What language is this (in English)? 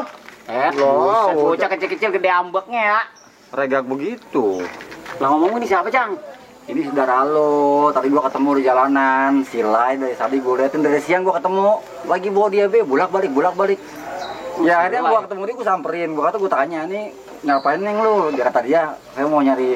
Betawi